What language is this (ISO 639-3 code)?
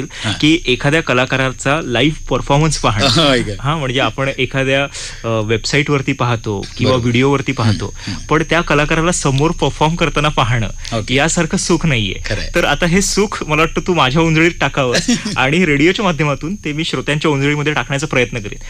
mar